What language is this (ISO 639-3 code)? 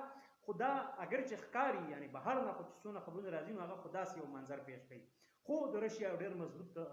pus